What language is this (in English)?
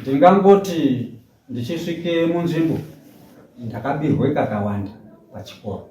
Shona